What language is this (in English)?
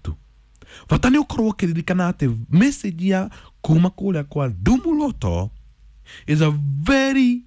Kikuyu